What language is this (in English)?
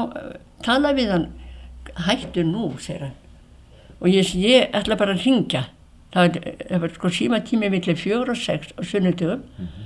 Icelandic